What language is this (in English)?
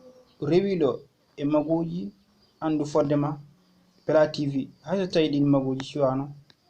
Fula